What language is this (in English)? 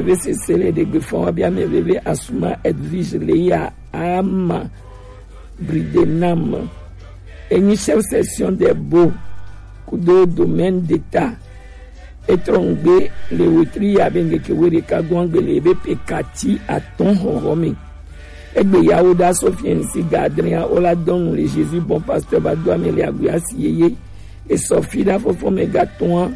Gen